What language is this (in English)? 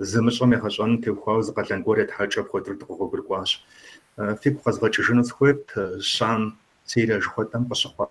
Kabardian